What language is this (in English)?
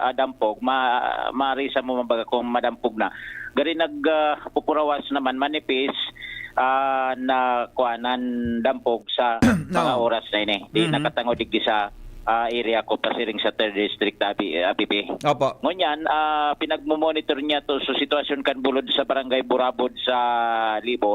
Bikol